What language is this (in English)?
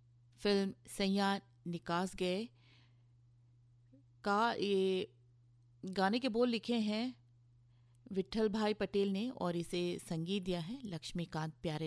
Hindi